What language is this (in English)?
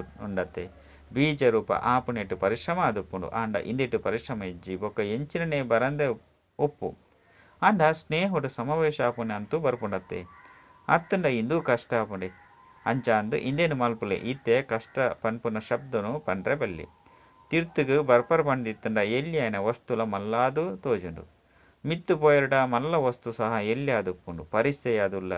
Tulu